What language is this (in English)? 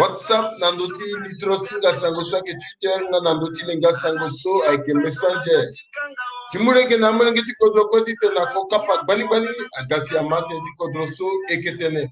Sango